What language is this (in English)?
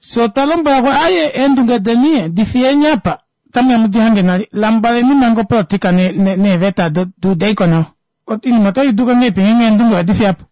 Kuanyama